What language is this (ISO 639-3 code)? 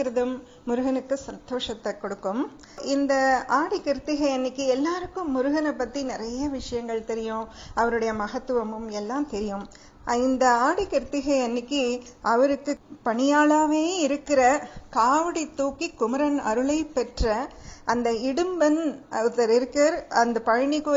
tam